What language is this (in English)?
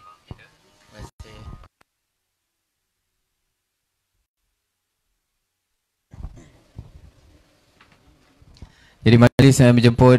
Malay